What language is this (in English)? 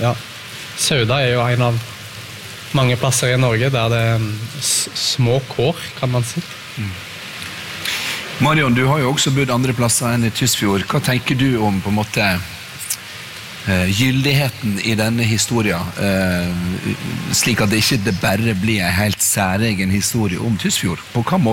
Norwegian